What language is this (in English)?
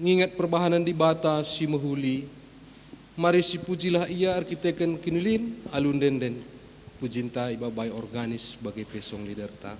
Batak Karo